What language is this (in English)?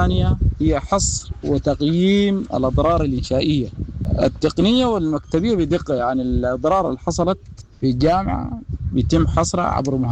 Sudanese Arabic